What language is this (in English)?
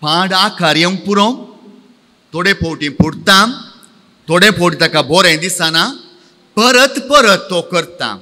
Konkani